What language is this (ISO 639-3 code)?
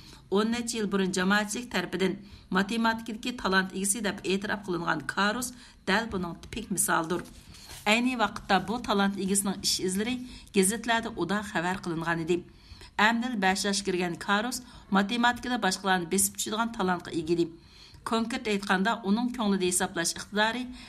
uig